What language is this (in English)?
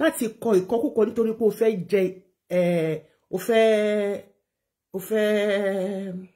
Yoruba